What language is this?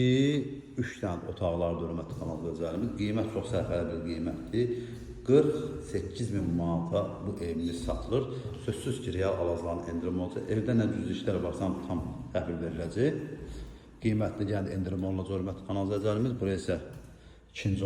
Azerbaijani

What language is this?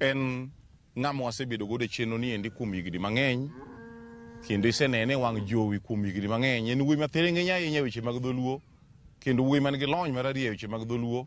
Luo (Kenya and Tanzania)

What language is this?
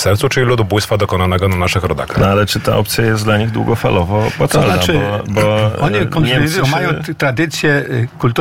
Polish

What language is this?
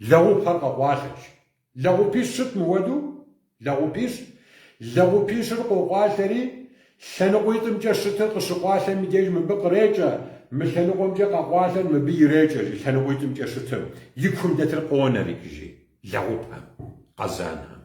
Kabardian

